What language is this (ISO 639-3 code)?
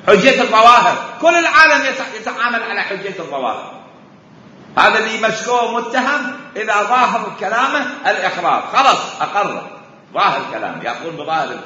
acm